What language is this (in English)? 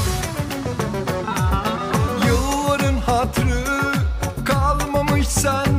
Turkish